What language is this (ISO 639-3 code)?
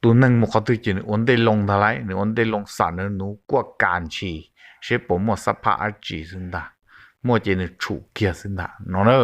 hmn